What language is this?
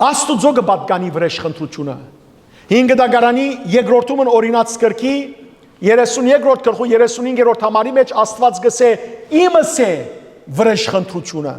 Western Armenian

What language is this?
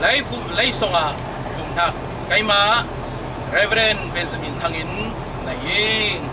Falam Chin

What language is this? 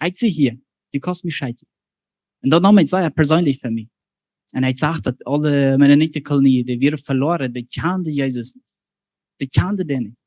Plautdietsch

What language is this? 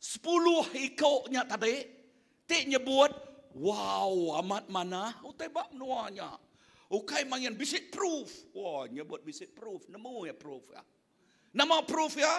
Iban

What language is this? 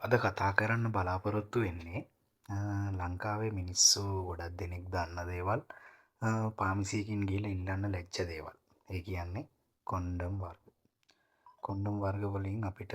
Sinhala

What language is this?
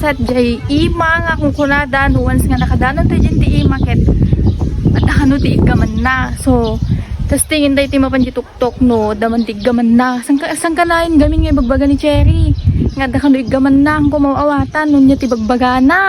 Iloko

